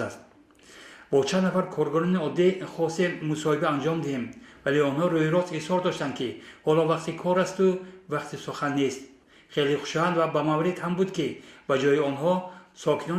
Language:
Tajik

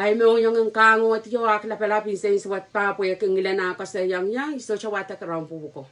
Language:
Pohnpeian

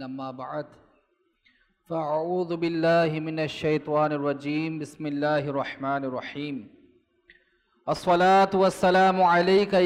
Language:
Bangla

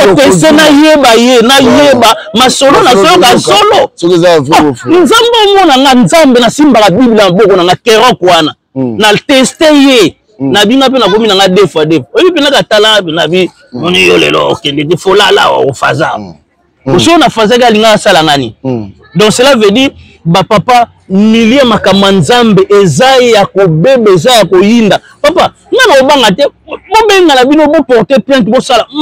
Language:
Lingala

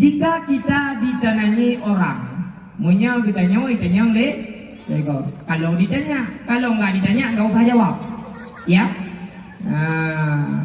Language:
Achinese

